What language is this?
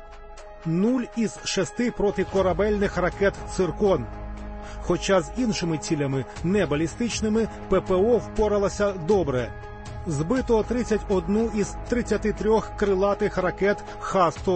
Ukrainian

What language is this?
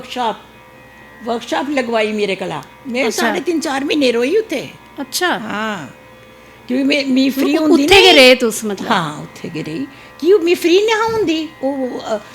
Dogri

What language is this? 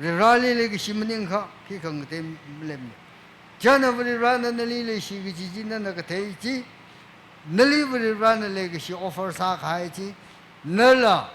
Tangkhul Naga (India)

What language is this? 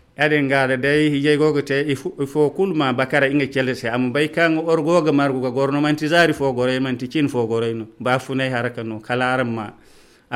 Zarma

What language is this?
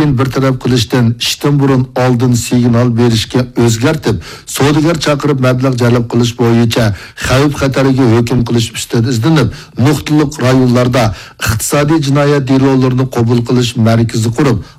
Uyghur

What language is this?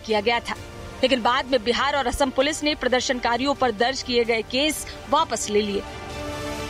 Hindi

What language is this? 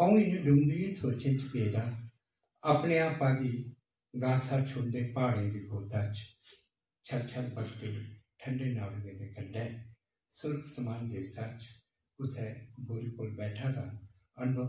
Dogri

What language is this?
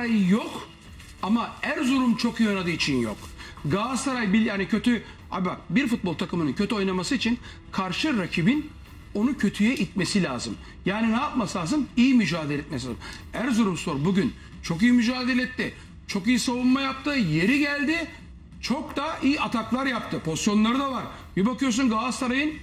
Turkish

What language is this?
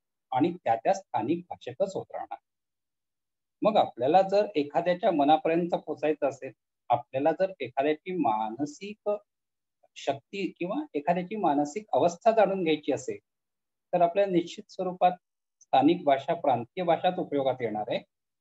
Marathi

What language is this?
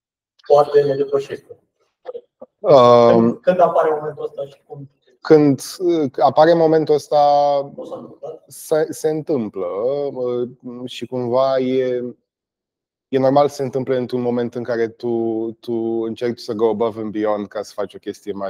Romanian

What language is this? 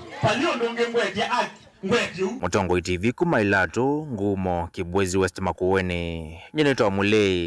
Kamba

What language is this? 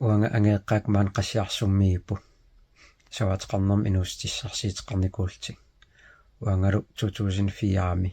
Kalaallisut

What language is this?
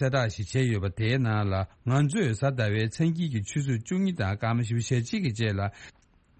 Tibetan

